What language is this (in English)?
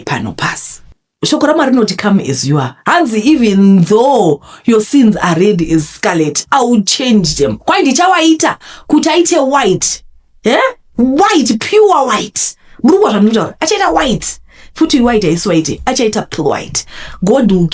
Shona